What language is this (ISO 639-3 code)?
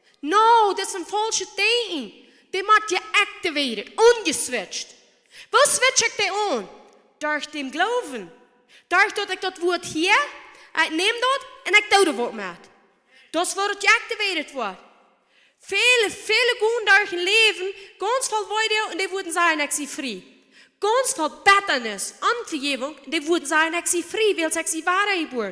pdt